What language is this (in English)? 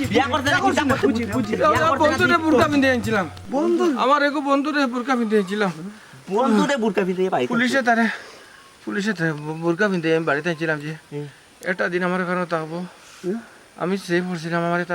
Sylheti